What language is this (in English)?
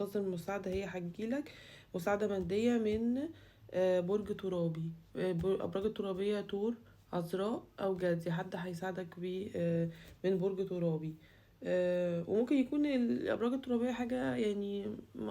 Egyptian Arabic